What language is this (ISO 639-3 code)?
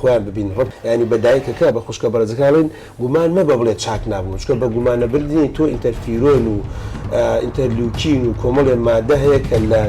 ckb